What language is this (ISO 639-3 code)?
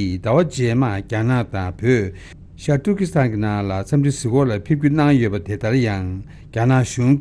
bod